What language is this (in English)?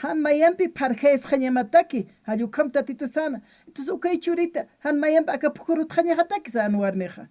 Aymara